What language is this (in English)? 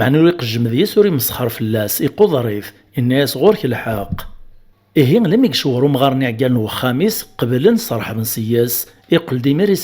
Kabyle